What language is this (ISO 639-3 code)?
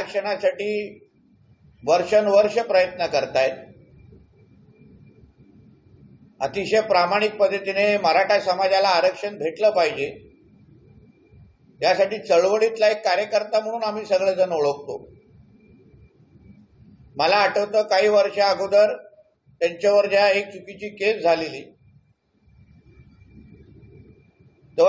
mar